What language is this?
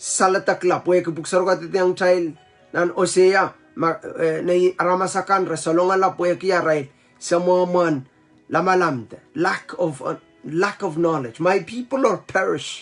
Pohnpeian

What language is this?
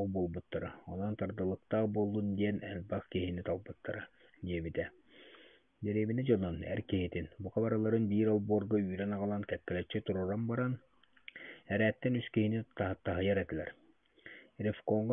Yakut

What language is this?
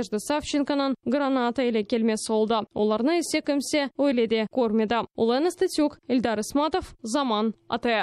Crimean Tatar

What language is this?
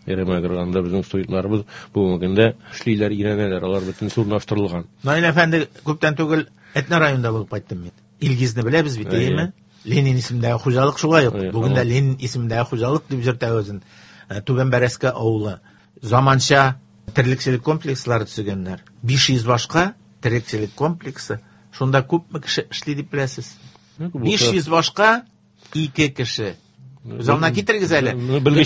Tatar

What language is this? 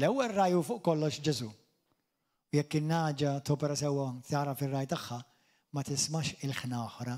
Maltese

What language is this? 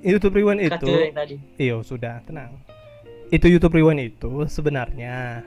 Manado Malay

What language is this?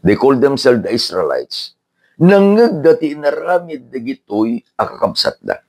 Iloko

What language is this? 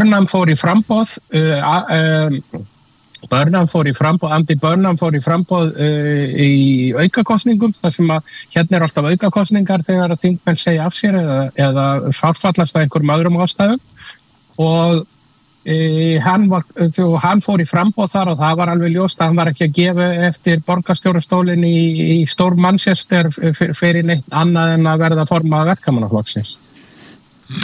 Icelandic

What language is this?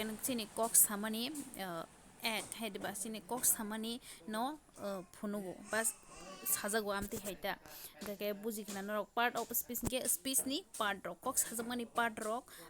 Kok Borok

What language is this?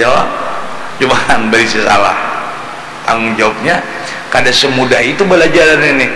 Banjar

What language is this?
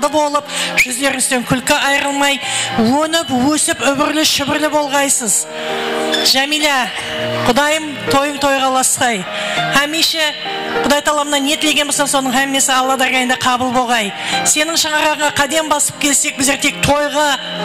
Kara-Kalpak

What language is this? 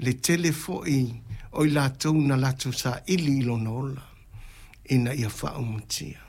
Samoan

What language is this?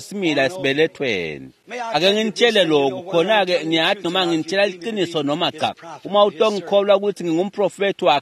Swati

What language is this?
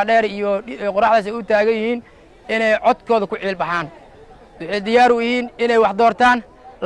Somali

